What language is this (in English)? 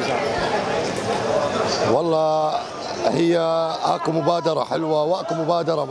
Mesopotamian Arabic